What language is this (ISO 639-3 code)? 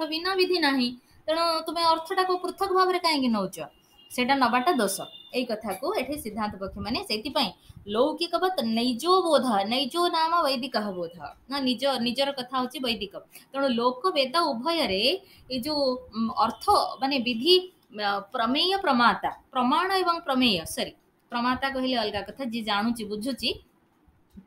ori